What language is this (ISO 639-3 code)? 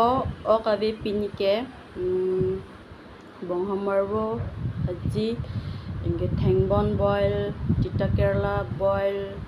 mjw